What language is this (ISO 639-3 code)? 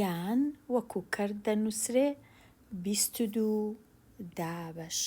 ckb